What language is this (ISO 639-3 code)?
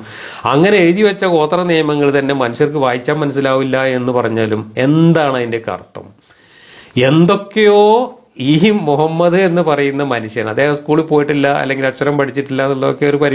mal